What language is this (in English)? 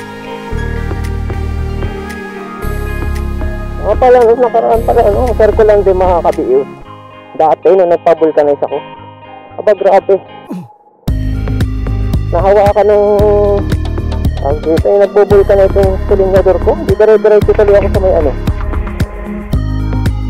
Filipino